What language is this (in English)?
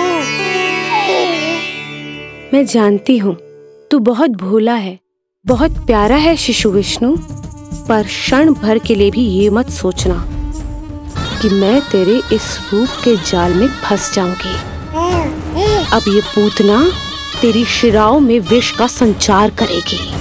Hindi